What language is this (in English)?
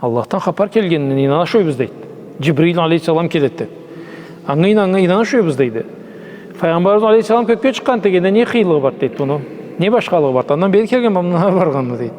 Karachay-Balkar